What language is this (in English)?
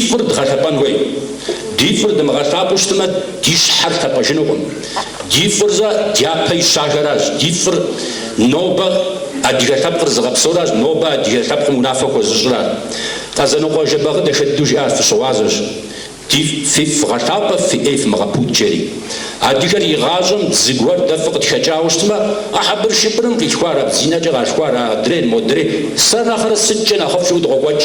Kabardian